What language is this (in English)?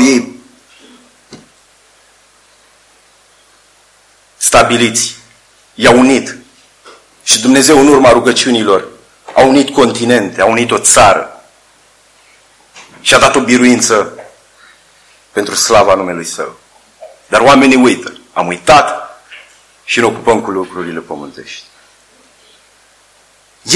Romanian